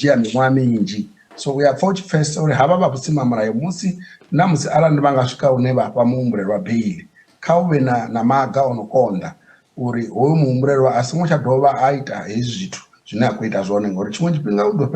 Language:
Venda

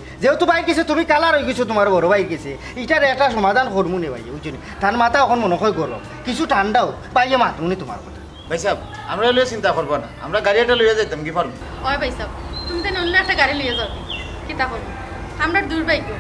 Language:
Sylheti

